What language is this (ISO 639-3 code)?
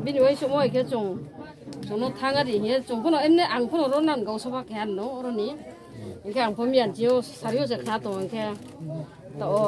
ria